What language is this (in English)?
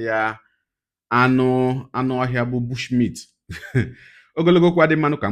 Igbo